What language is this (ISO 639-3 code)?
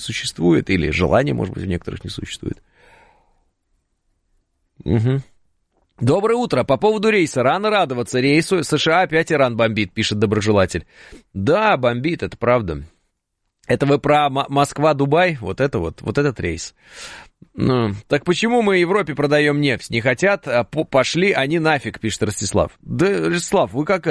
rus